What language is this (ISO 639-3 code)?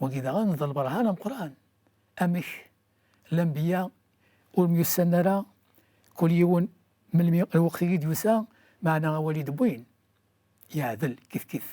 kab